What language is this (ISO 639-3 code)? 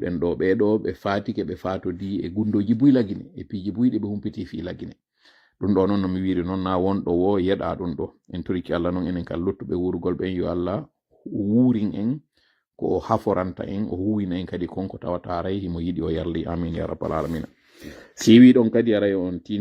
ful